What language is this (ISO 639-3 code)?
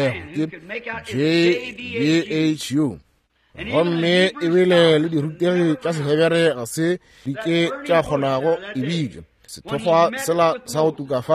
nso